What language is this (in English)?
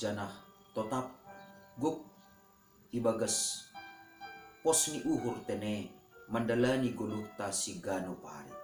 Batak Simalungun